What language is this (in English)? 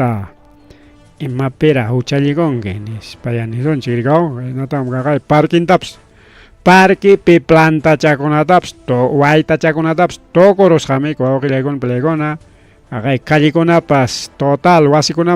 Ayacucho Quechua